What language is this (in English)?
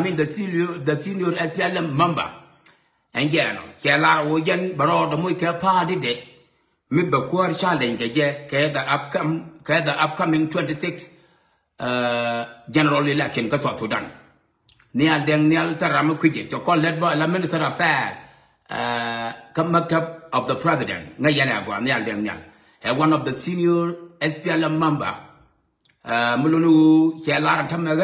Nuer